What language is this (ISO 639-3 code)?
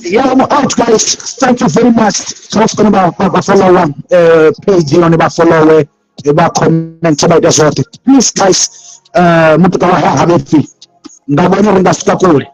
ven